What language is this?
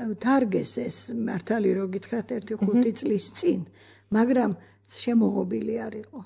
Georgian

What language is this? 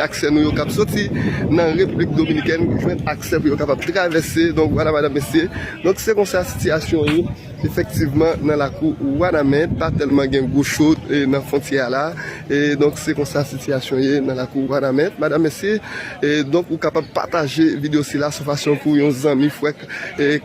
Haitian Creole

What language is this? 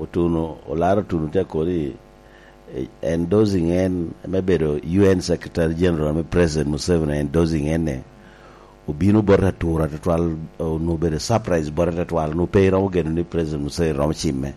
Lango (Uganda)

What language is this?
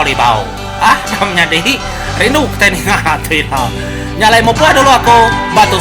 Iban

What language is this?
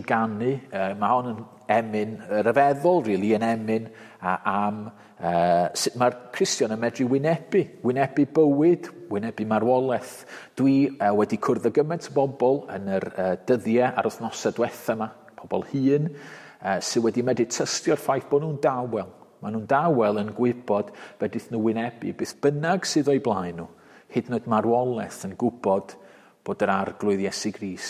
Welsh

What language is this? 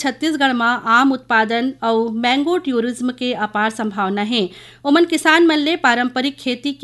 Chhattisgarhi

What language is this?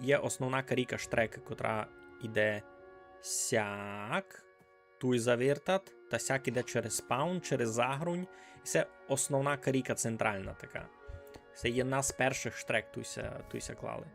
Rusyn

